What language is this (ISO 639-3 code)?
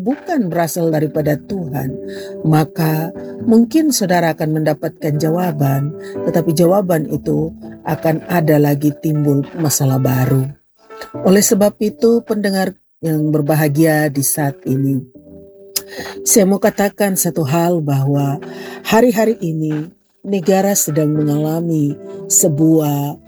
ind